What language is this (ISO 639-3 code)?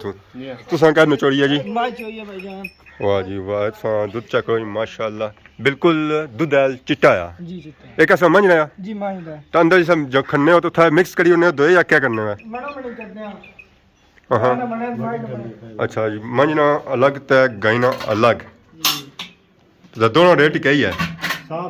phr